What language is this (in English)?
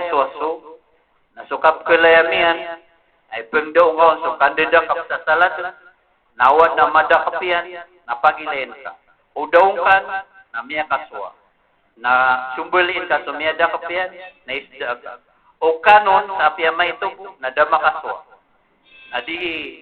Maranao